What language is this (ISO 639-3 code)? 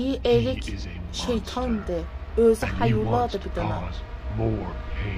azb